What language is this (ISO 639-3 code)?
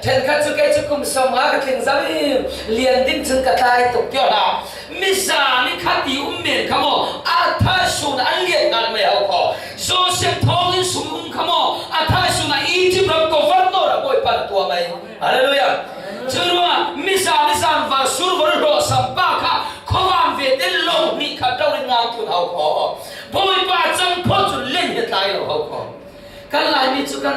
cfm